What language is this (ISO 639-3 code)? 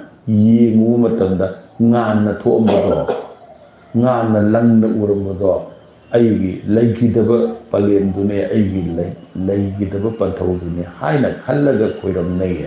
mni